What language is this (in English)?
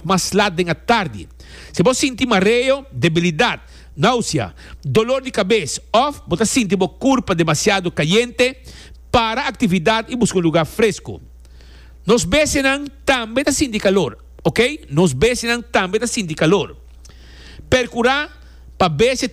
Papiamento